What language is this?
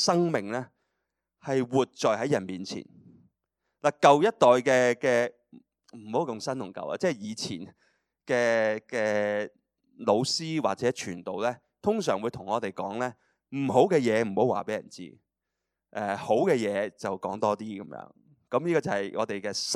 Cantonese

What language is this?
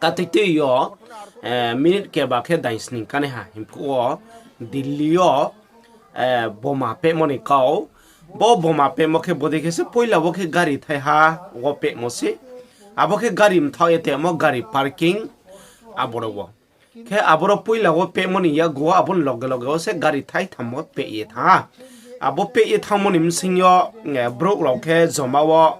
Riang (India)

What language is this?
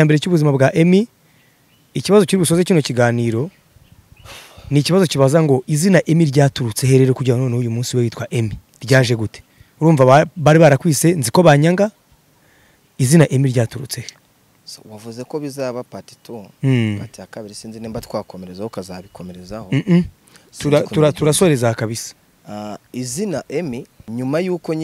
Kinyarwanda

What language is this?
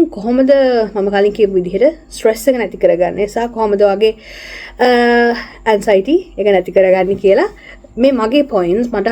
Sinhala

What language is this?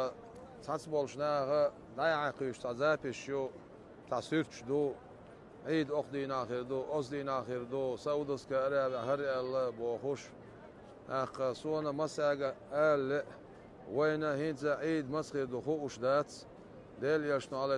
Chechen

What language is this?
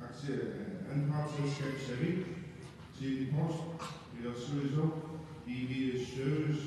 Kalaallisut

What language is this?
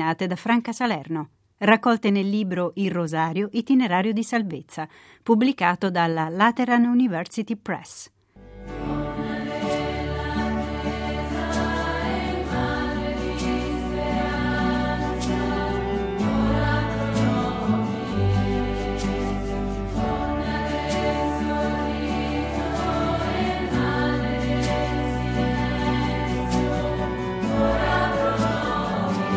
Italian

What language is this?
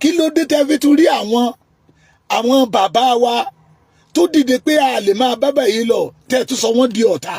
Yoruba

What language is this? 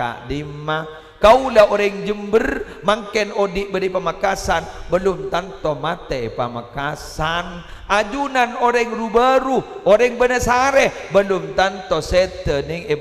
Madurese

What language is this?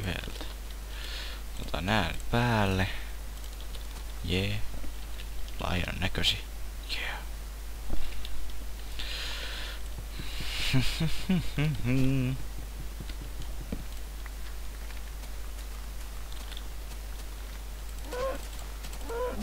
Finnish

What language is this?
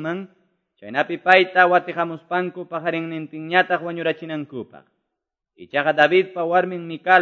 Quechua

